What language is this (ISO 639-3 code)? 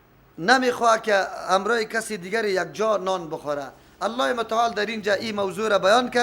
fas